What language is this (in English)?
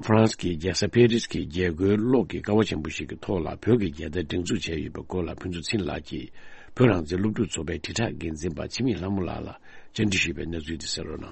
Tibetan